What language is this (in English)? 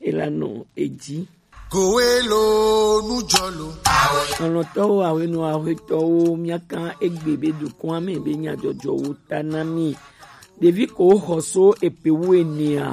Gen